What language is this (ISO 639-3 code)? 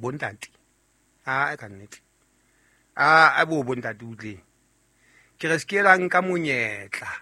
sot